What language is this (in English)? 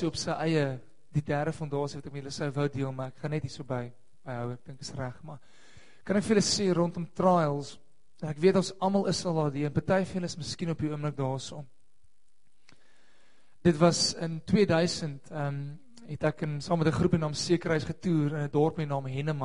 Afrikaans